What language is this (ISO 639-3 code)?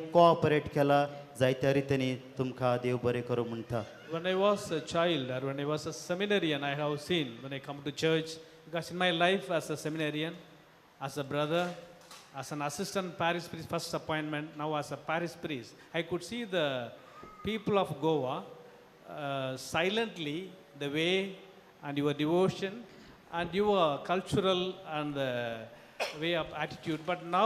kok